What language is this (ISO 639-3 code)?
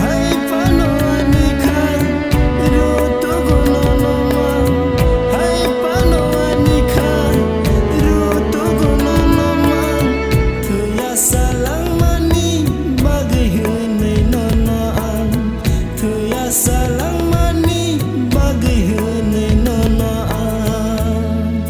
trp